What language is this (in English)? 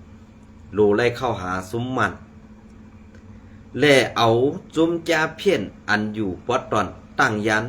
Shan